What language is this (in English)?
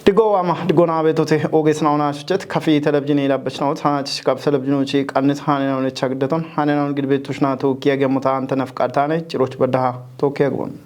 Kafa